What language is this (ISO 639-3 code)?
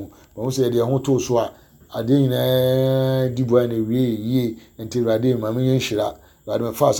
aka